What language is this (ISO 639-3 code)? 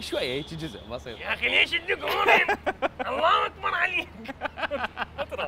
acm